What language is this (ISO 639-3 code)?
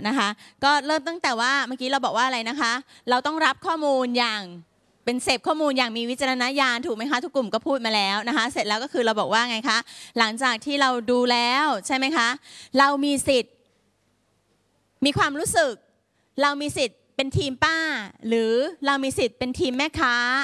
tha